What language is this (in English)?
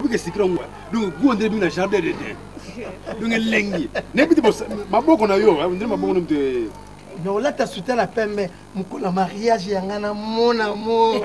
Lingala